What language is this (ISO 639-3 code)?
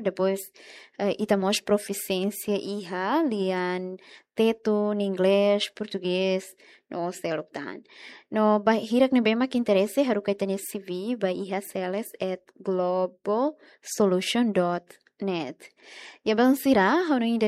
tet